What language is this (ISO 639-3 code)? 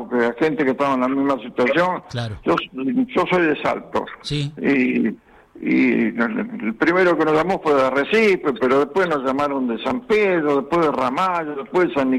spa